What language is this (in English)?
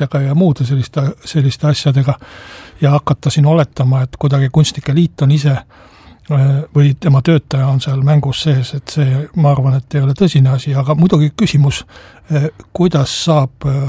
Estonian